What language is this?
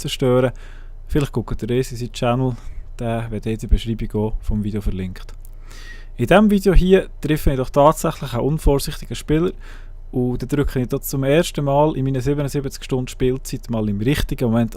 Swiss German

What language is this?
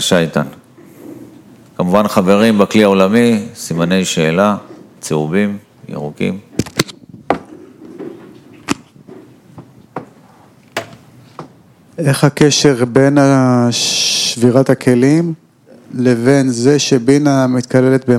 Hebrew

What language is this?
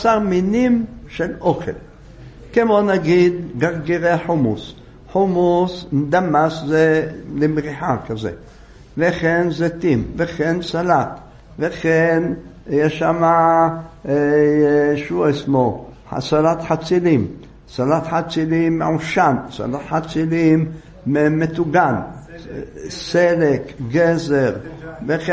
Hebrew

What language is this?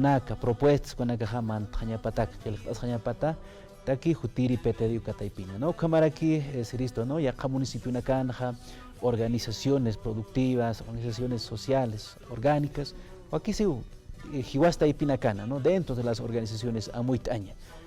Aymara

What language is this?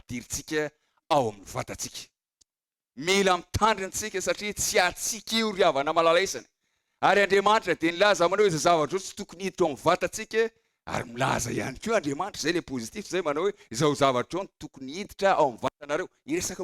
Malagasy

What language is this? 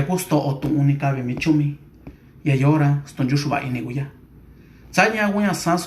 Mixtepec Mixtec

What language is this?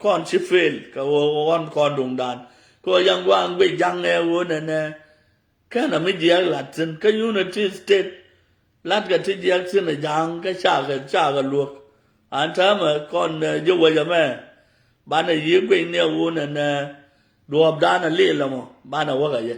Nuer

